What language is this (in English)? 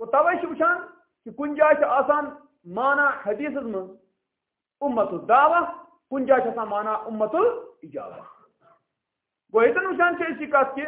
Kashmiri